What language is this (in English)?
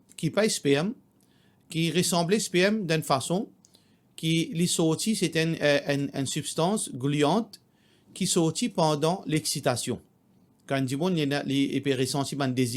Morisyen